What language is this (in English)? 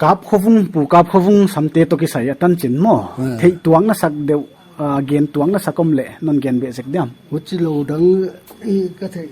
Paite Chin